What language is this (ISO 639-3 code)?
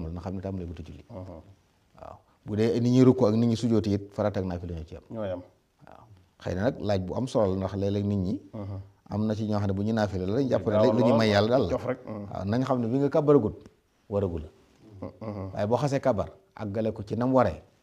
wol